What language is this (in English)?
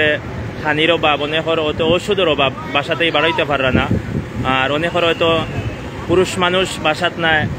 Sylheti